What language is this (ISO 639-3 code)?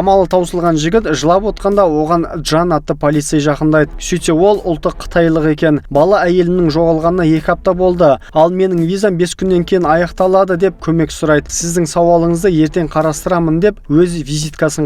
kaz